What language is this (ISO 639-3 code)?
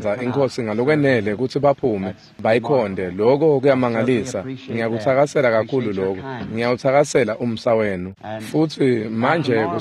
ssw